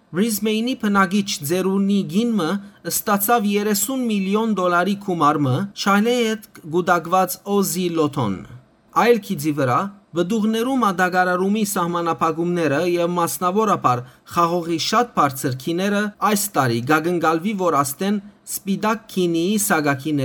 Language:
Western Armenian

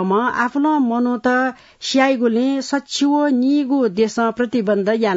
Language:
Newari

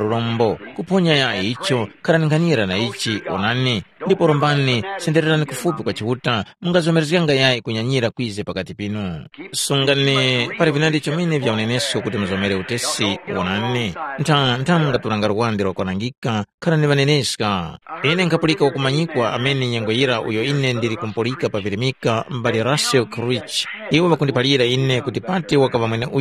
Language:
Tumbuka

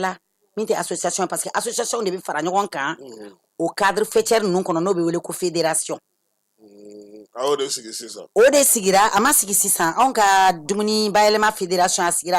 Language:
Bambara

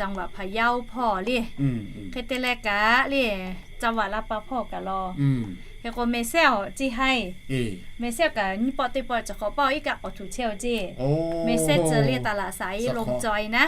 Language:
Lahu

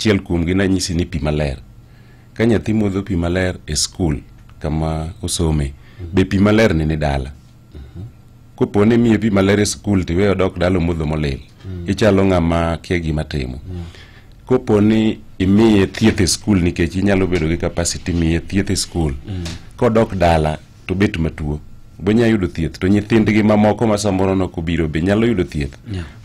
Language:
Luo (Kenya and Tanzania)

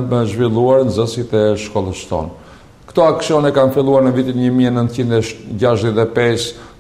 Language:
Albanian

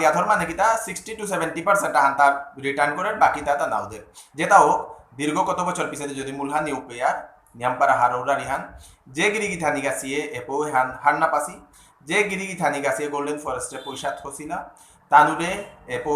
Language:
Bishnupriya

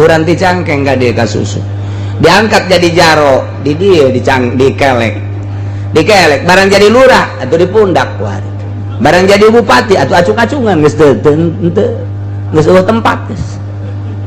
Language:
Sundanese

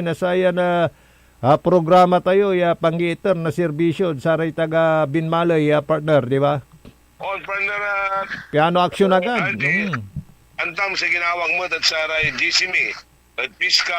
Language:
Pangasinan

